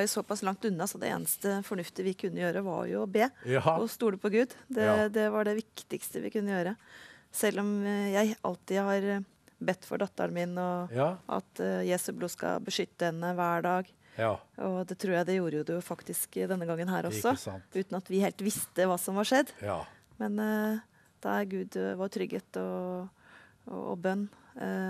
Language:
Norwegian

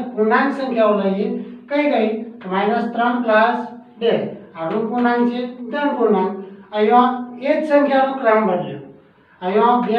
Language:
Gujarati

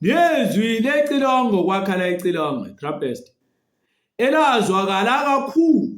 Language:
Zulu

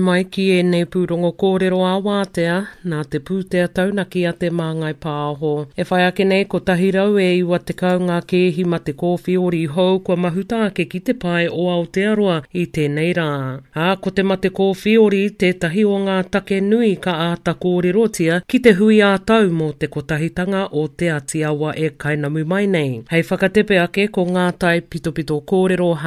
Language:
Māori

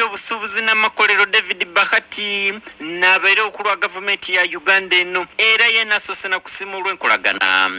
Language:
Soga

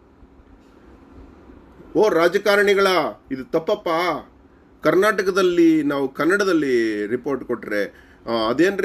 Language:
Kannada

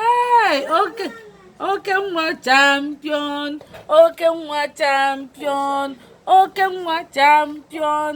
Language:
Igbo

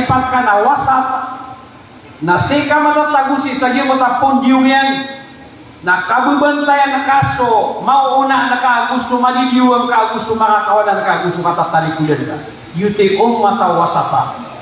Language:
Maranao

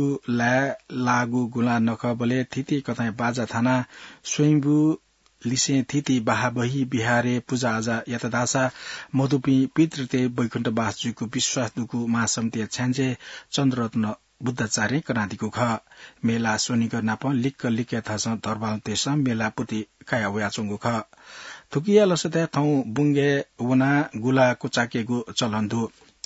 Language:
Newari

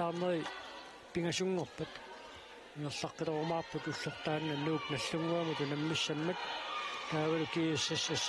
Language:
Kalaallisut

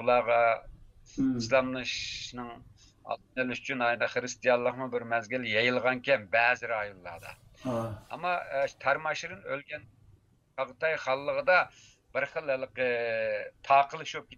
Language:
Uyghur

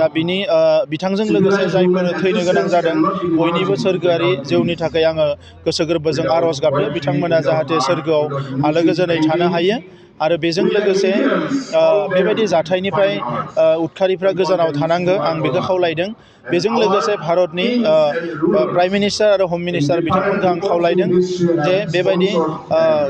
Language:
Bodo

